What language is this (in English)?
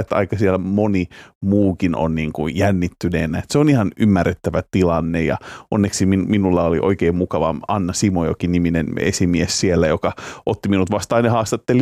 Finnish